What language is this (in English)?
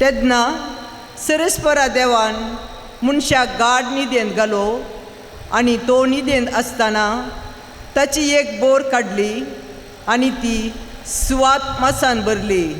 Konkani